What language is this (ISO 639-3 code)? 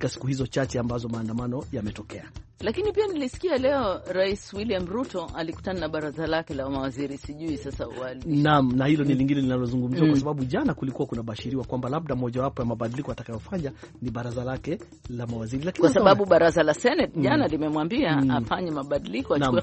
swa